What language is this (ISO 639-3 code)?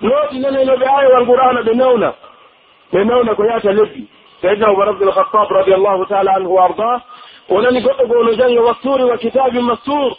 fuf